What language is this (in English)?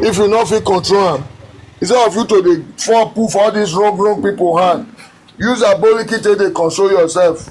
Nigerian Pidgin